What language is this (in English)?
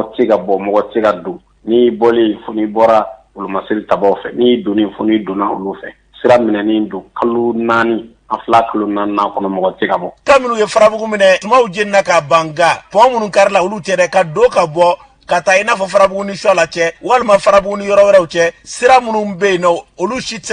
Bambara